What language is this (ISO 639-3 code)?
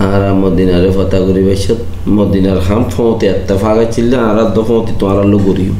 rhg